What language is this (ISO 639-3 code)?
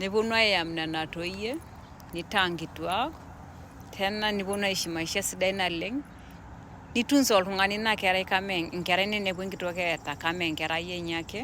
mas